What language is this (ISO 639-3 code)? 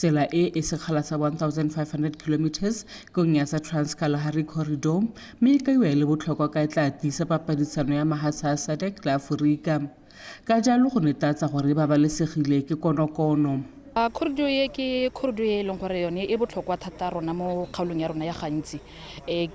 tsn